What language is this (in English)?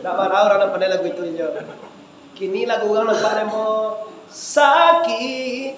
Minangkabau